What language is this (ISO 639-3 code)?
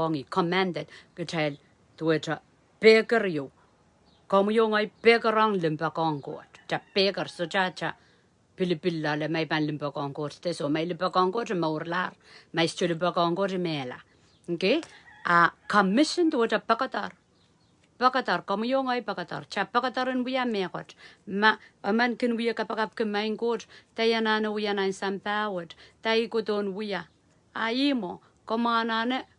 pon